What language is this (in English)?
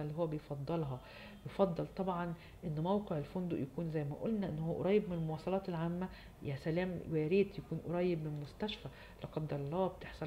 Egyptian Arabic